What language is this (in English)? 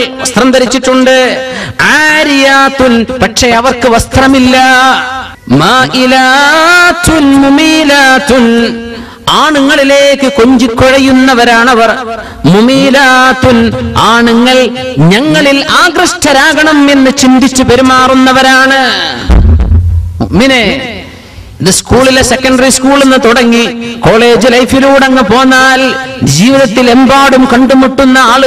Malayalam